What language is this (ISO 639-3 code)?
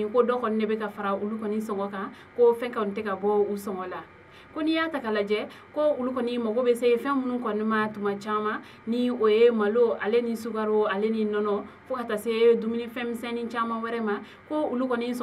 bam